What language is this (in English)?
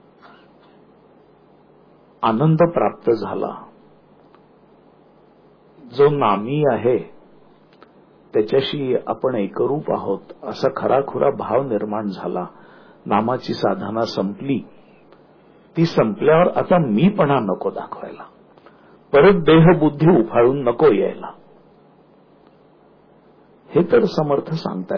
Marathi